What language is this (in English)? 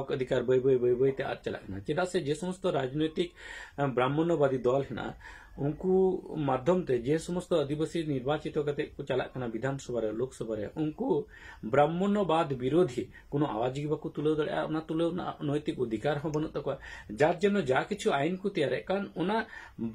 Santali